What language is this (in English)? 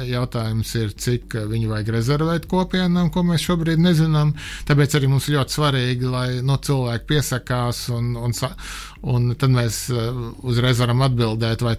Latvian